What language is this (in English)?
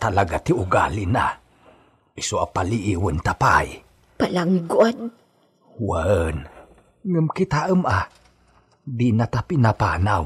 Iloko